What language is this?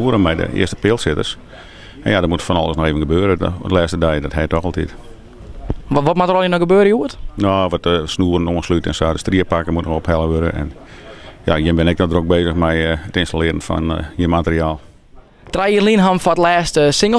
Western Frisian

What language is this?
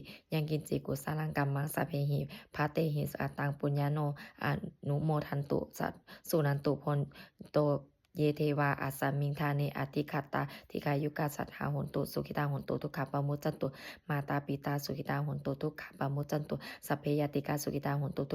Pali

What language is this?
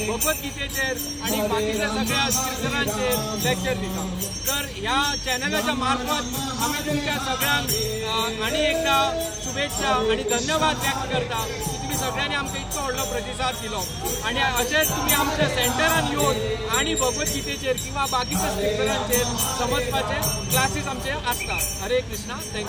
Konkani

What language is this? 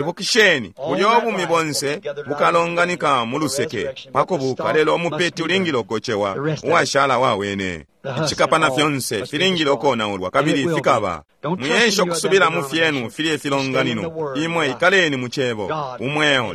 Bemba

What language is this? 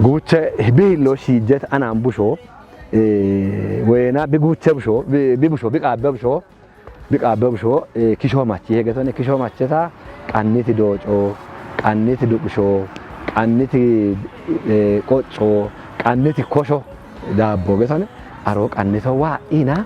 Kafa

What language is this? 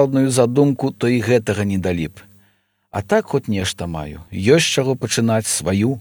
Belarusian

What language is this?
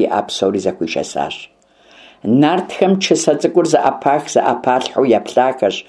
Kabardian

